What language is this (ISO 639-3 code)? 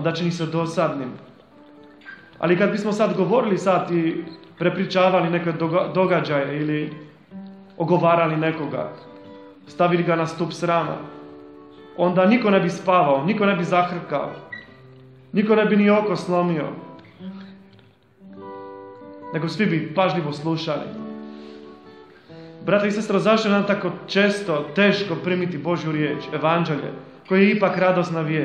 hrv